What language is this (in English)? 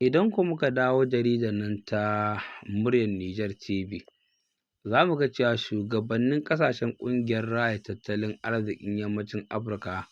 Hausa